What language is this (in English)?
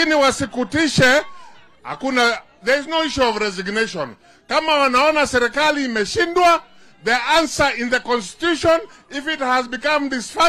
Swahili